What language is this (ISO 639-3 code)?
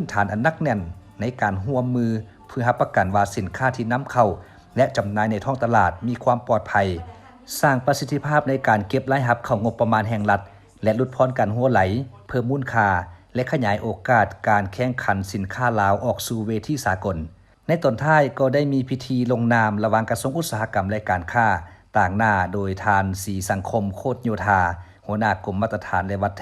lao